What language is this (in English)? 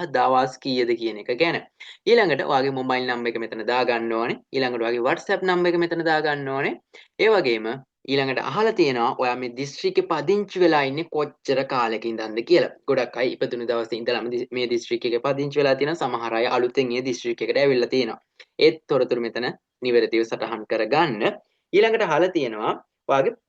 Sinhala